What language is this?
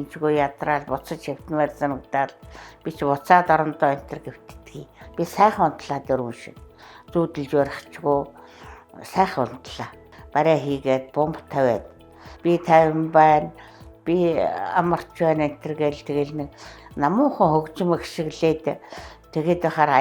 Mongolian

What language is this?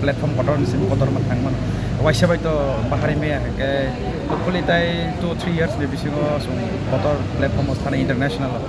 Kok Borok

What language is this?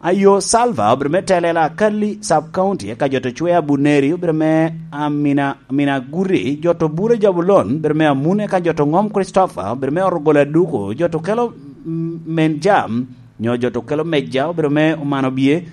Lango (Uganda)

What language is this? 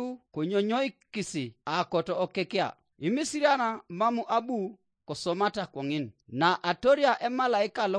Teso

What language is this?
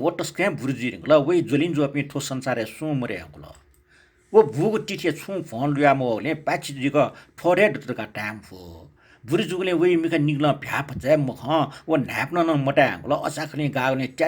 Newari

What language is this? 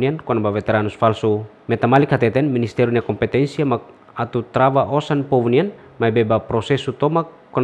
Tetum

